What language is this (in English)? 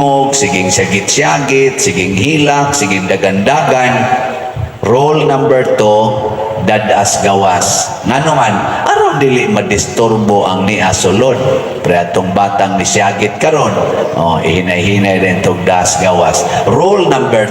Cebuano